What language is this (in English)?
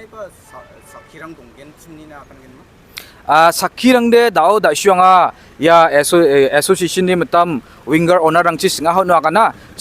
Garo